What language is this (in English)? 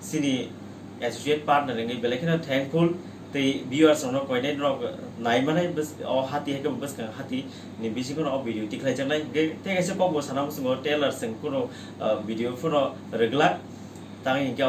Kok Borok